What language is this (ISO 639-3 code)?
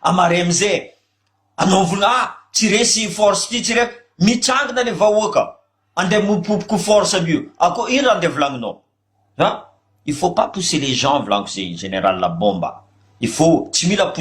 mlg